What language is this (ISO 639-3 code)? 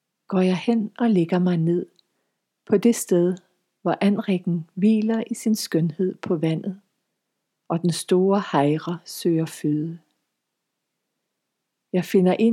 dan